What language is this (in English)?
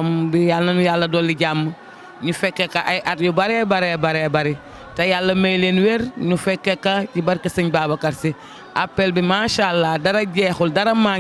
Wolof